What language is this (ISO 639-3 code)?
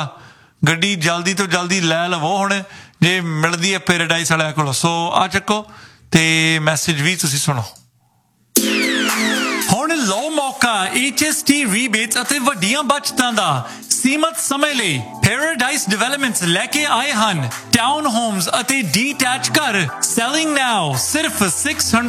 pan